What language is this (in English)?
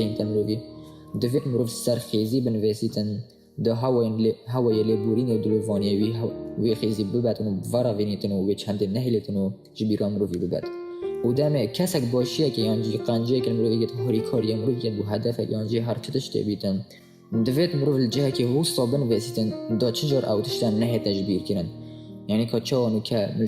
Kurdish